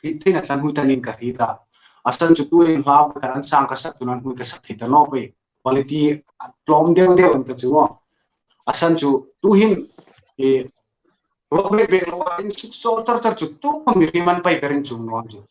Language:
Hmar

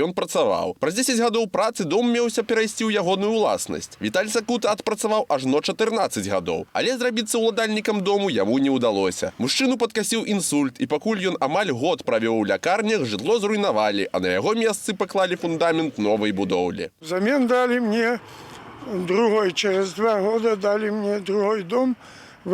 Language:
Belarusian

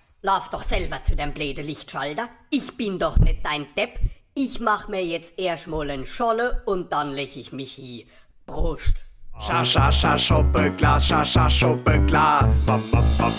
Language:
Palatine German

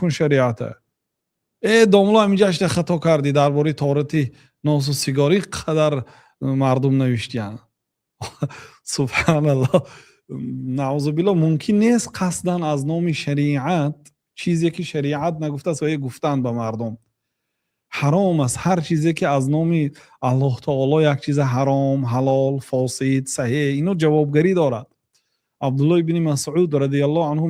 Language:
Tajik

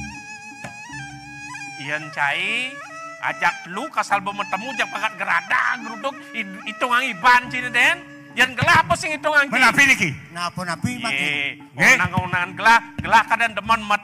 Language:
Balinese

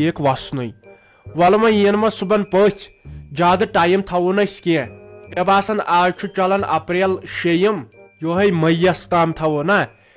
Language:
Kashmiri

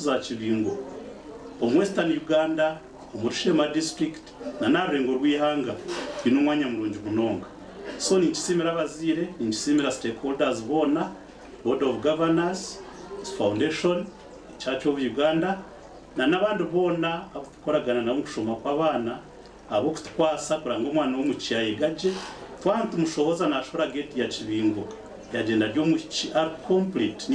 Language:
Nyankole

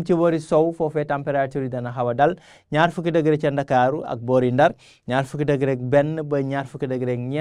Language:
Wolof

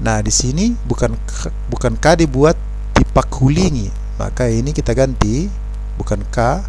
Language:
Batak Toba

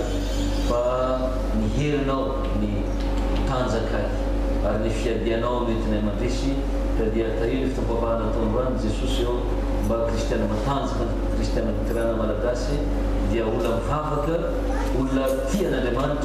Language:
Malagasy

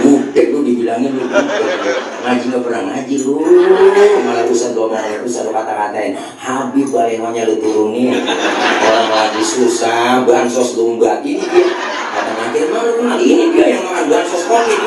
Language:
Betawi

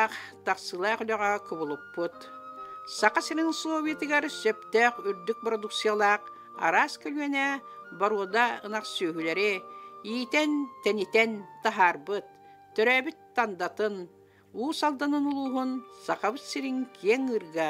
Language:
Yakut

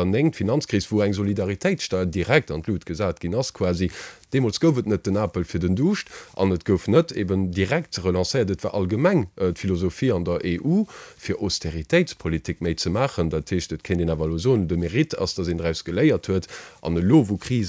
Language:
Luxembourgish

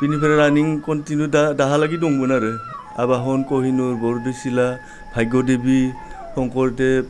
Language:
Bodo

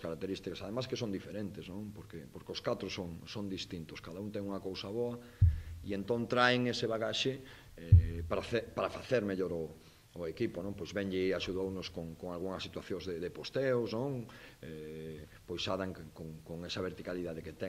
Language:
Galician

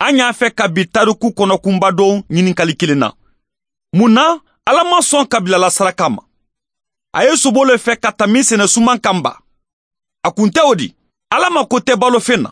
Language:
Bambara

